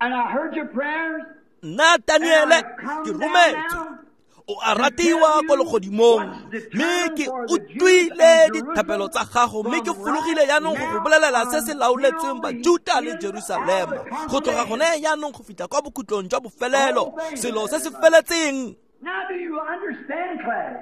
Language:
Tswana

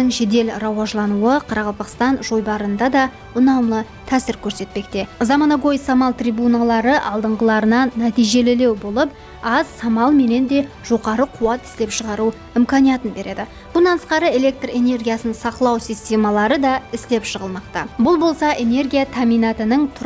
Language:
Kara-Kalpak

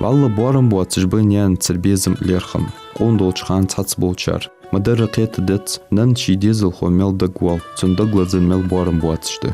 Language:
Ingush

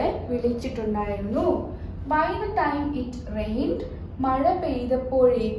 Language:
Malayalam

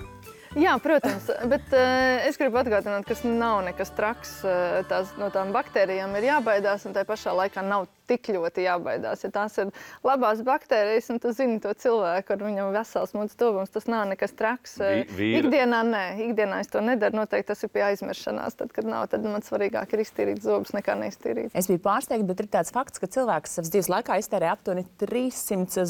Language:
Latvian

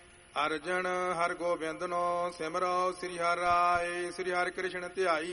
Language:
Punjabi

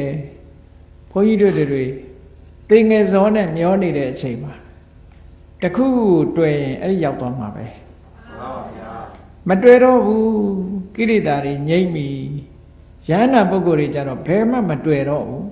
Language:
Burmese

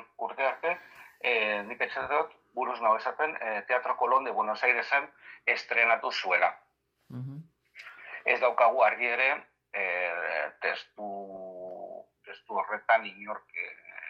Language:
Basque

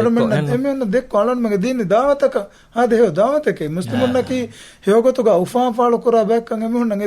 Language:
Divehi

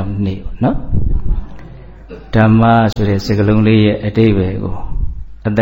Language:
Burmese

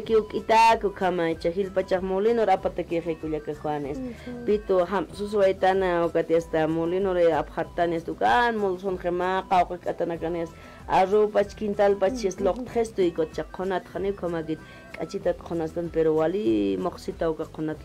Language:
Aymara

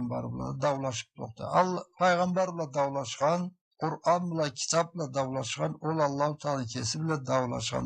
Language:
Karachay-Balkar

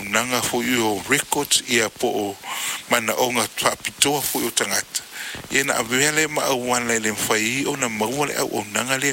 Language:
Samoan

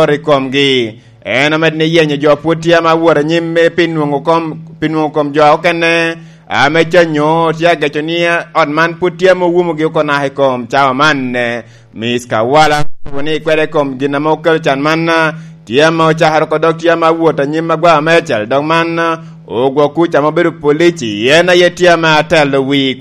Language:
Lango (Uganda)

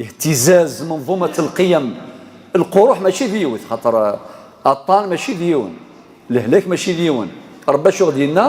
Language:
Kabyle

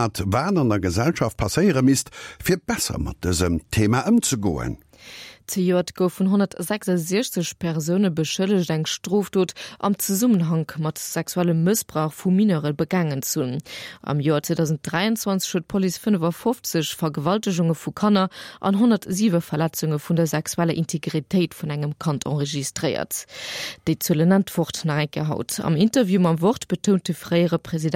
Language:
Luxembourgish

